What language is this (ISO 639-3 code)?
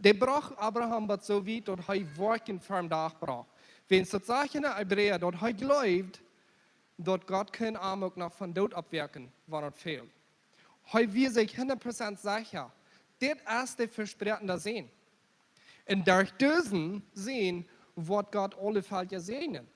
pdt